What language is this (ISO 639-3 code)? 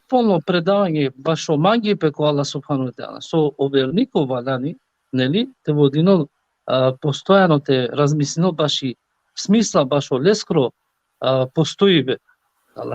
rmn